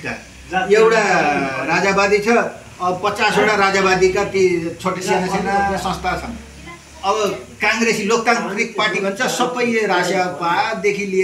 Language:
Nepali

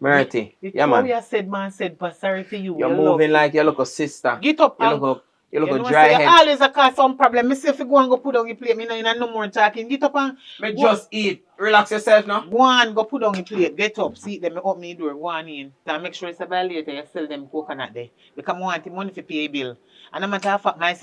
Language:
Jamaican Creole English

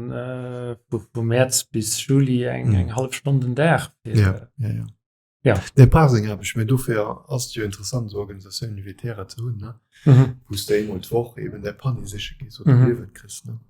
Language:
Luxembourgish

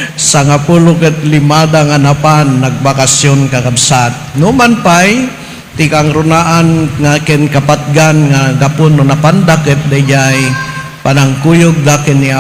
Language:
Iloko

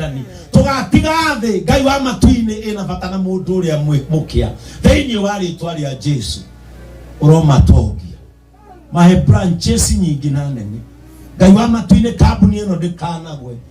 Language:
Kikuyu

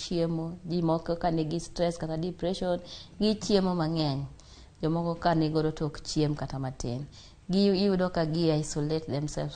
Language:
Luo (Kenya and Tanzania)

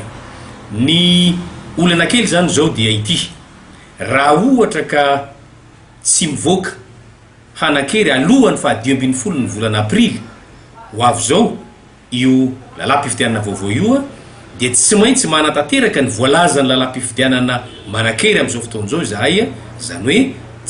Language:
Malagasy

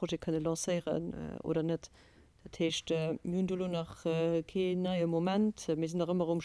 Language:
Luxembourgish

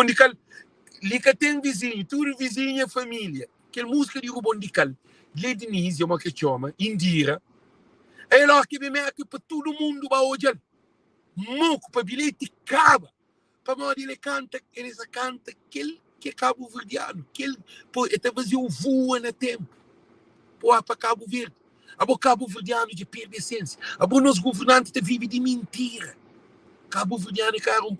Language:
Kabuverdianu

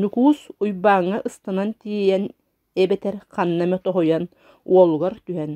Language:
Yakut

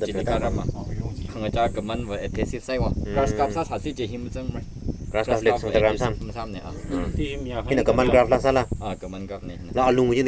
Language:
Tangkhul Naga (India)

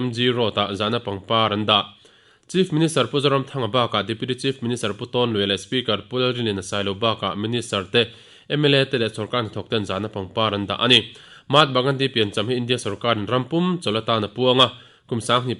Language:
Mizo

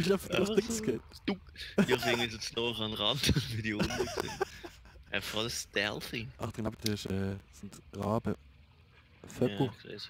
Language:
Swiss German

